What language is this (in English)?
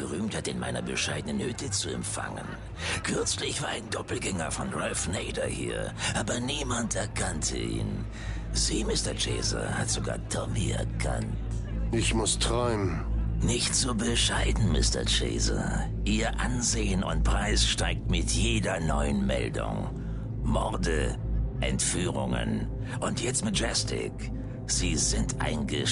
Bavarian